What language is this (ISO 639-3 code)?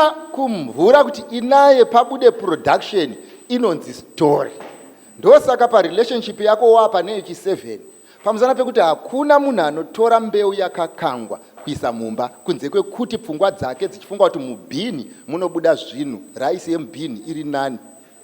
sna